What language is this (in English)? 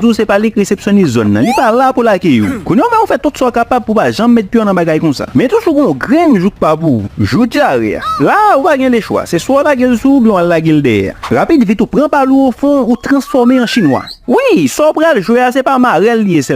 Haitian Creole